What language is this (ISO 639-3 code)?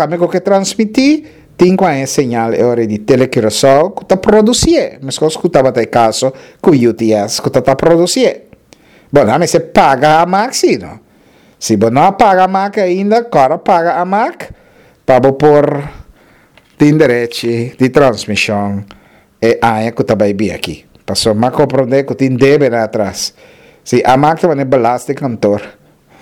pap